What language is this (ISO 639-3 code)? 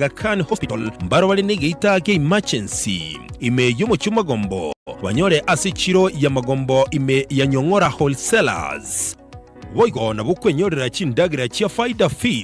guz